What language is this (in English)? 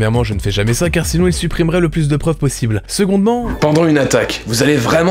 French